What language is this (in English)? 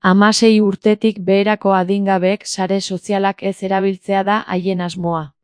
Basque